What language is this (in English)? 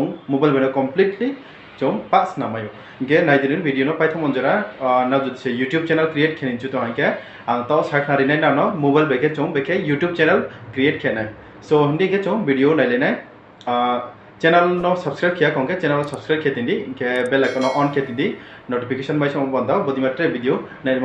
Riang (India)